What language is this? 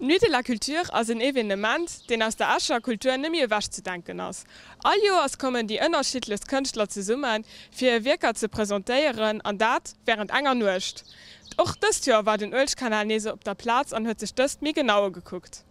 Luxembourgish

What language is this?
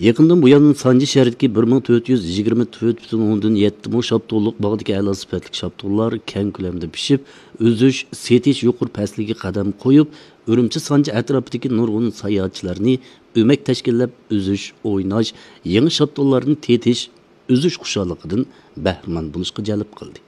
Uyghur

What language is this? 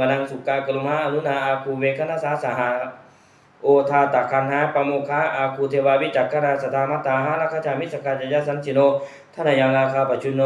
Pali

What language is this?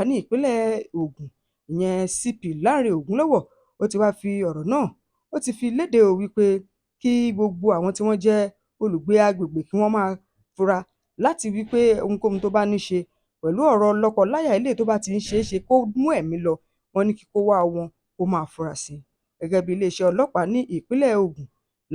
Yoruba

